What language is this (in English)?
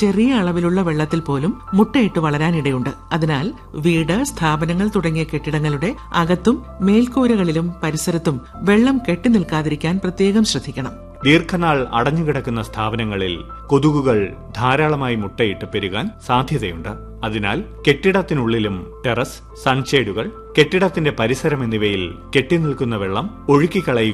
Malayalam